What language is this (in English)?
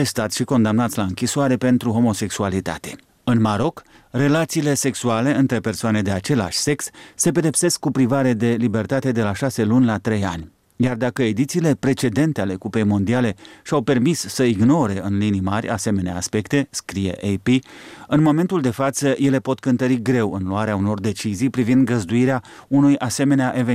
Romanian